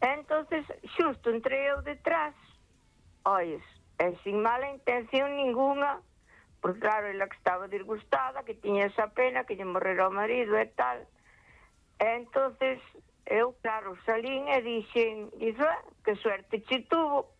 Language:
Galician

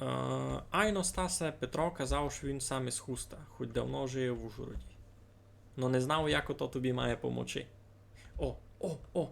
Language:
Rusyn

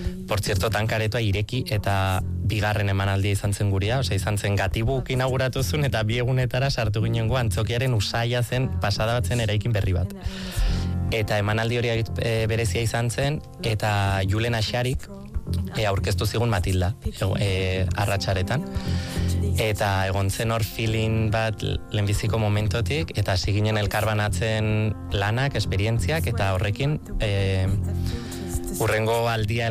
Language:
Basque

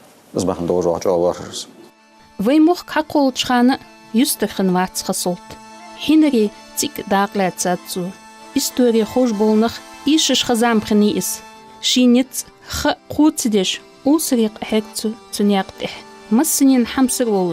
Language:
Ingush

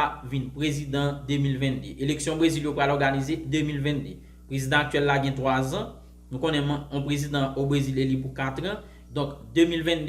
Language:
Haitian Creole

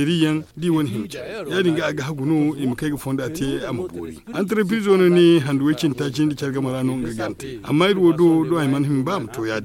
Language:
Zarma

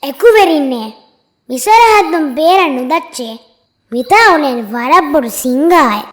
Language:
Divehi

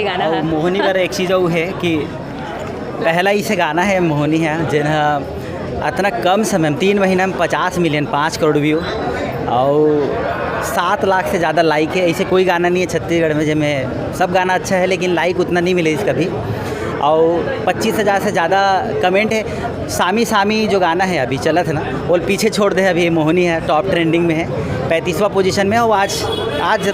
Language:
Chhattisgarhi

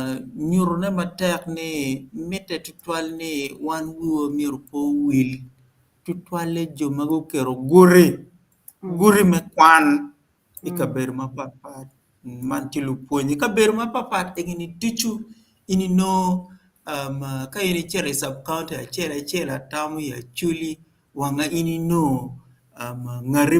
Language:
Acoli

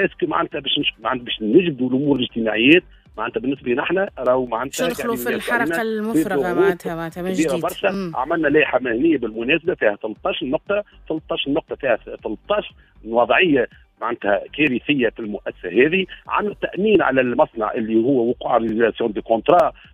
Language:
Tunisian Arabic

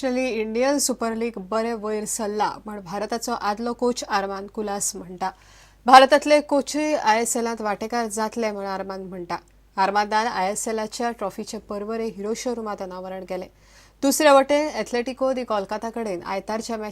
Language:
Konkani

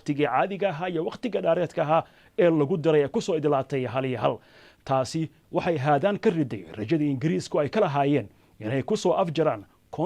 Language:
Somali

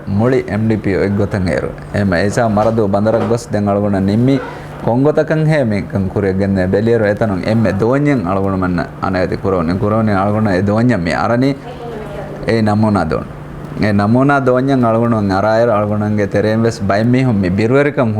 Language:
Divehi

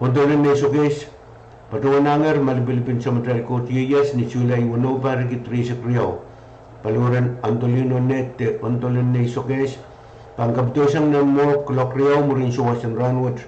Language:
Pohnpeian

